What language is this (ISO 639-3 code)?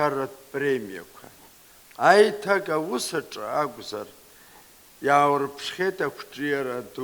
abk